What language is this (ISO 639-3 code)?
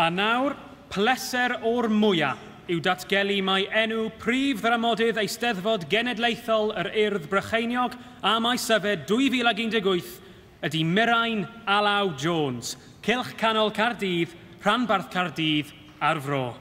cym